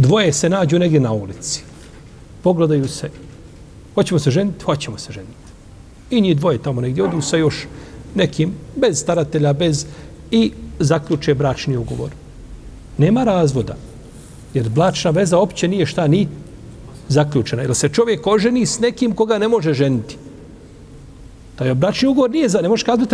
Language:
Bosnian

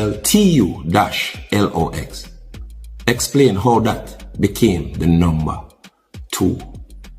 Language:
Jamaican Creole English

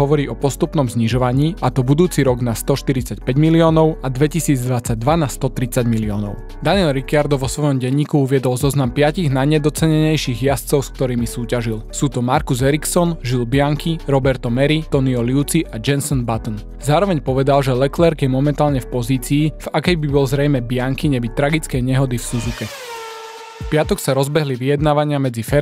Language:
Slovak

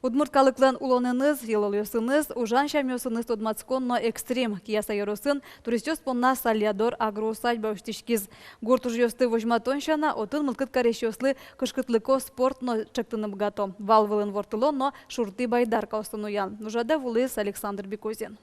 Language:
Udmurt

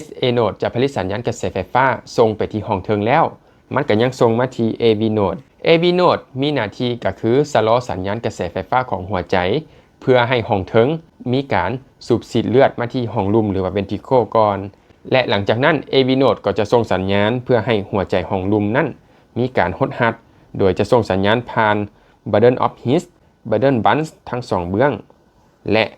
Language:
Lao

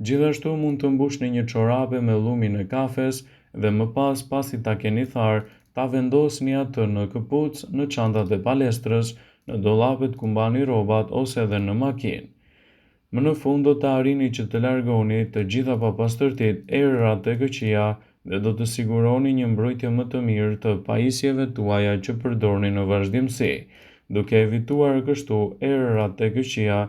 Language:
Albanian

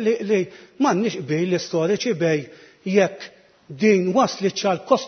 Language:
Maltese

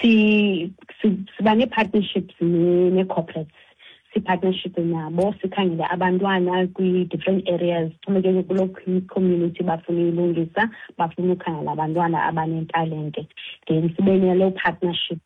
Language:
Xhosa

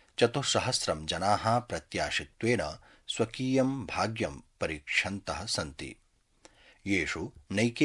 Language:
Sanskrit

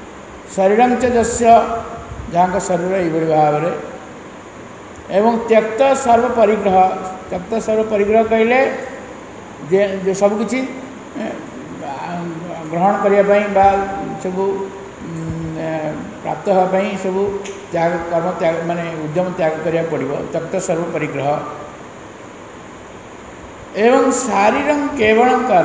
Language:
Odia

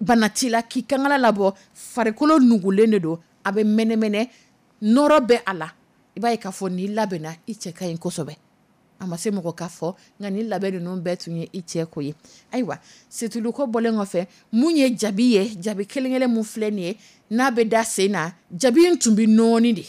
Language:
Dyula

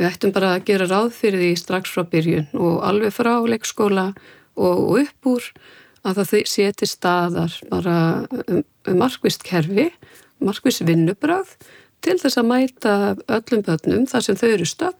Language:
Icelandic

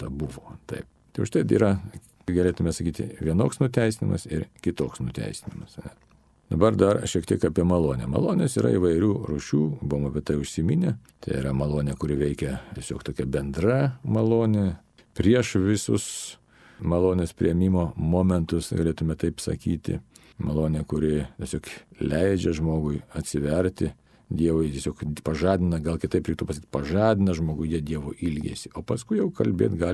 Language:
Lithuanian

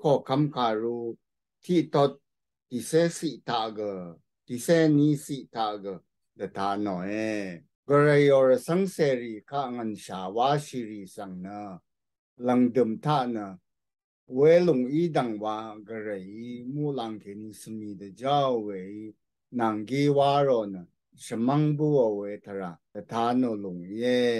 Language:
Rawang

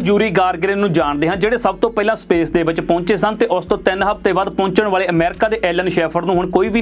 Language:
Punjabi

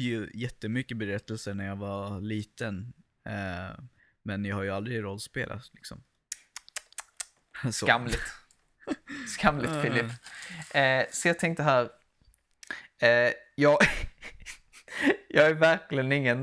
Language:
Swedish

